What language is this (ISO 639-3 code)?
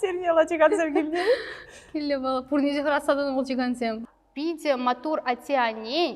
chv